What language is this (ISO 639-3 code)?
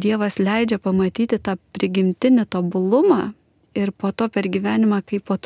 lit